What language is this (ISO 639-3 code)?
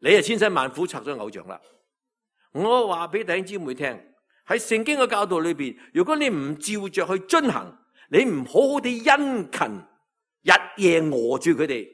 yue